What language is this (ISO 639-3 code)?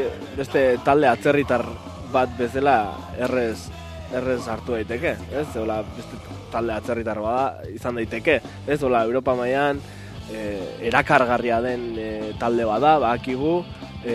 eus